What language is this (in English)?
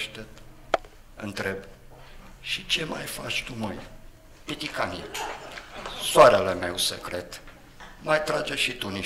Romanian